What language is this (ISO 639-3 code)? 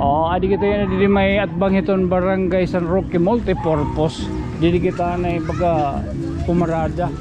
war